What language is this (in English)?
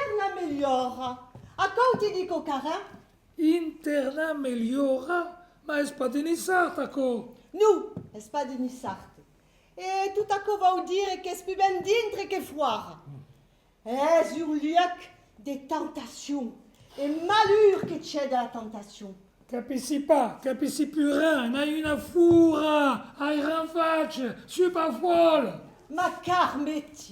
Occitan